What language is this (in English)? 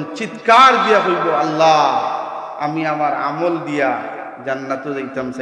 Sylheti